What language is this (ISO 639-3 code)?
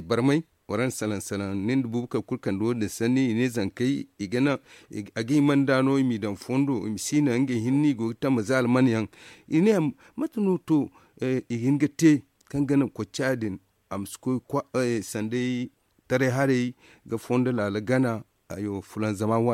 dje